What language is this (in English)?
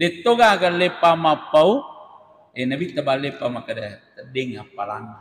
Buginese